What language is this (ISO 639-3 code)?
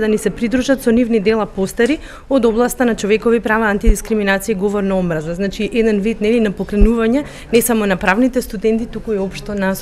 mkd